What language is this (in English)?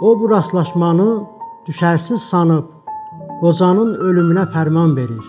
South Azerbaijani